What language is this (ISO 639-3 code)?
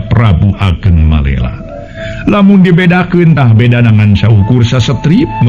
sun